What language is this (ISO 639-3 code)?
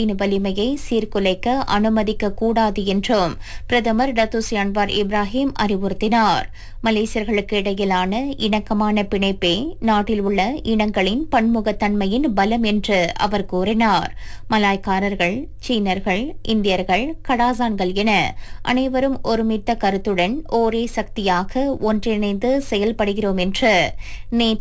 tam